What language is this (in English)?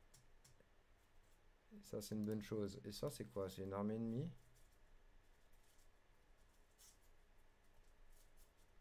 French